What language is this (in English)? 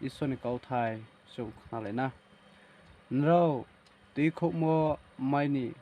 Riang (India)